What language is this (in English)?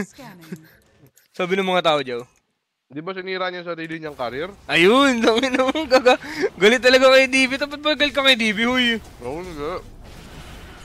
Filipino